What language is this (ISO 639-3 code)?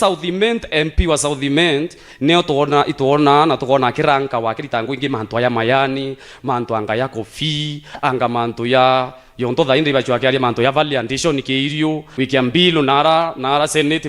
mer